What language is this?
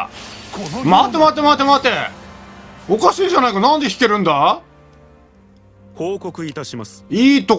Japanese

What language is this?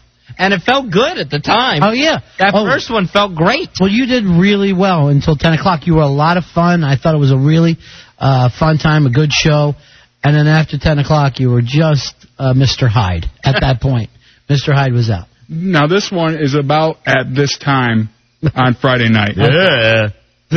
English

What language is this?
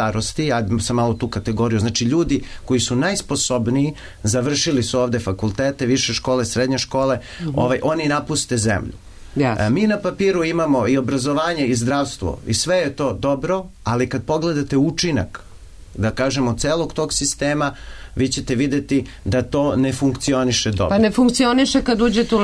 Serbian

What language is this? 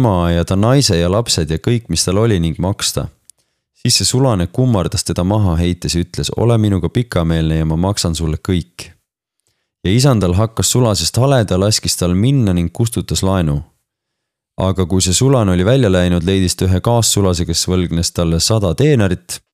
Estonian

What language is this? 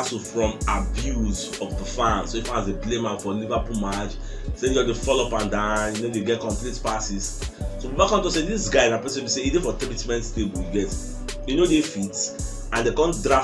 Nigerian Pidgin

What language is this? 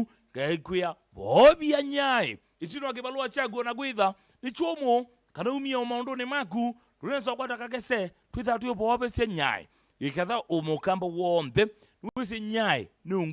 Kamba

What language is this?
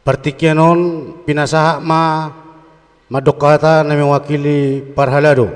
Batak Toba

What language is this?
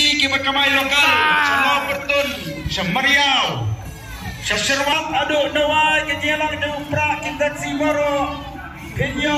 Khasi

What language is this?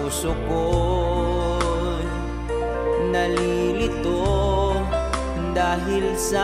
Filipino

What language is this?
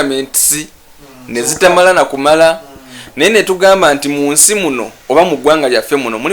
Ganda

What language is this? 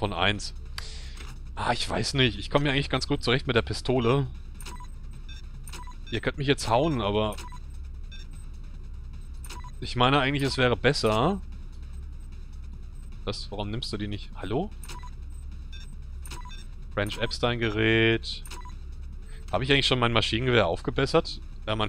German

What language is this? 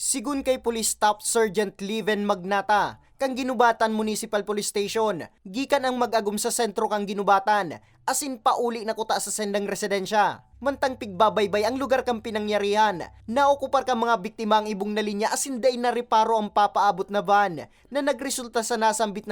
Bikol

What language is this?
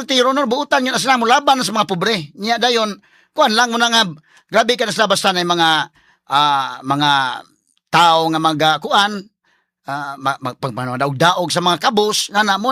Cebuano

